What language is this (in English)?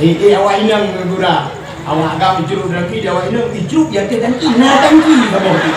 Achinese